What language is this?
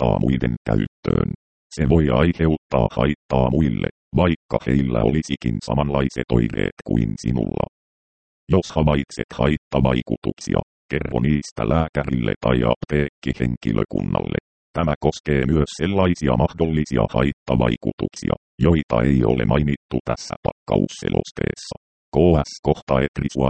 Finnish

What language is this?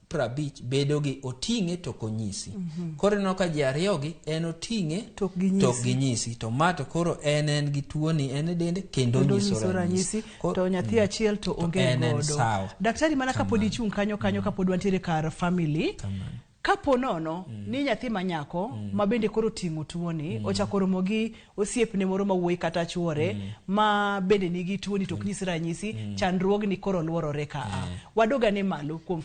Luo (Kenya and Tanzania)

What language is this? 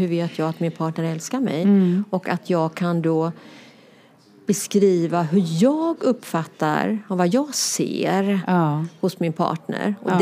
Swedish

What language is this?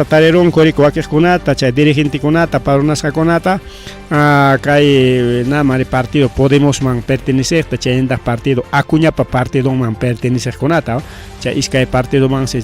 Ayacucho Quechua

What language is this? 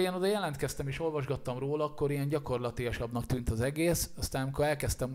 Hungarian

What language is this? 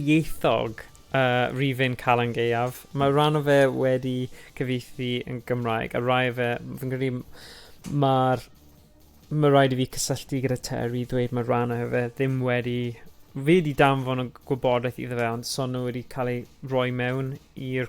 Welsh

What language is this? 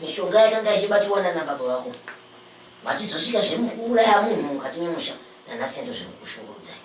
Shona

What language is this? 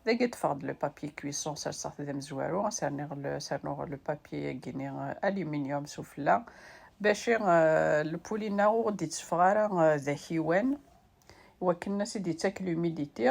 Kabyle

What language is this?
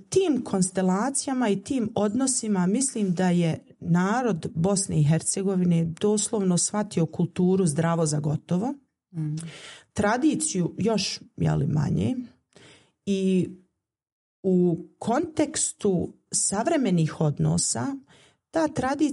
Bosnian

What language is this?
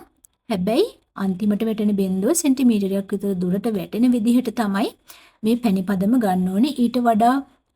Sinhala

